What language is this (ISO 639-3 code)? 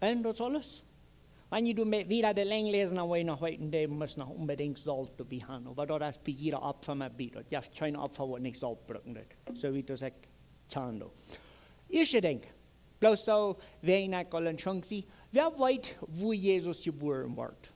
pdt